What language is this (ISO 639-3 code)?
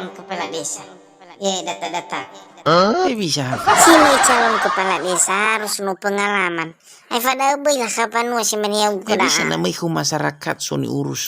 nia